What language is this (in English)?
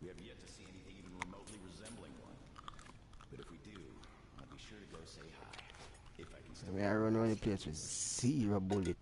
Jamaican Creole English